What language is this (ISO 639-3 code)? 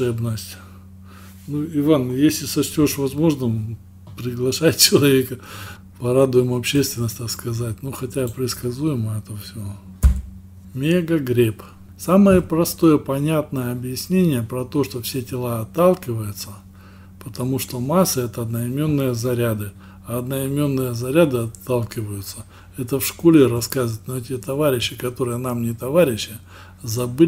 rus